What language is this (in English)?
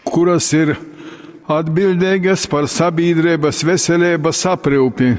Latgalian